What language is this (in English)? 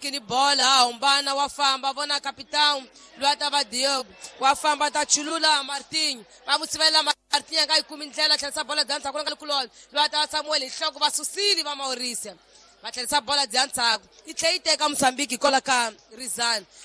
Tsonga